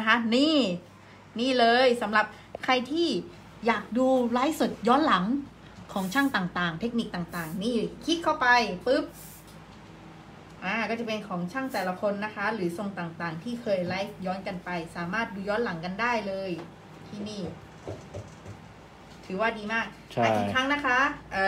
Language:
Thai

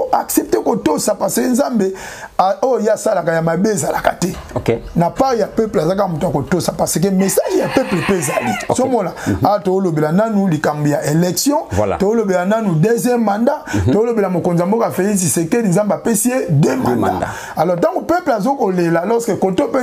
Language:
Lingala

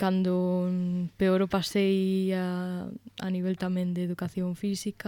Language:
Galician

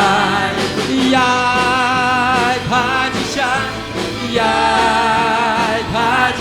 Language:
Khasi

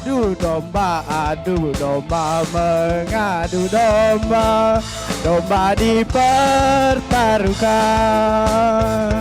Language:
Musi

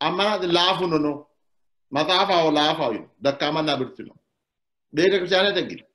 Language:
Sidamo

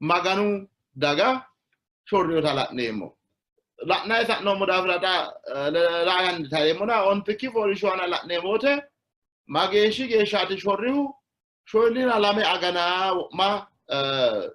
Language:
Sidamo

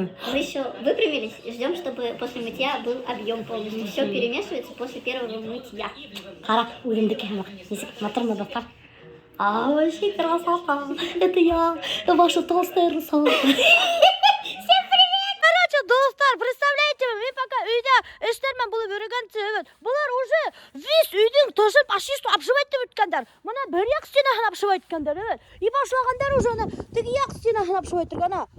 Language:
Bashkir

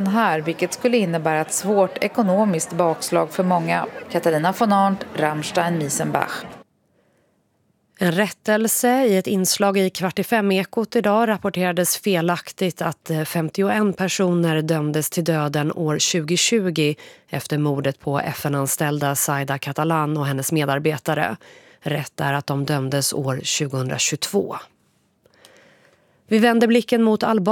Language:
Swedish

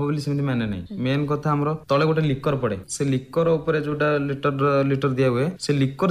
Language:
Odia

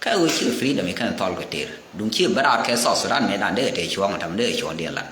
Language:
Nuer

